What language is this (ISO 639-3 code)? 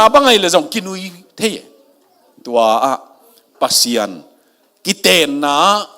ctd